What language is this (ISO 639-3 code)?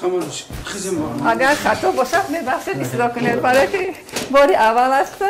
tgk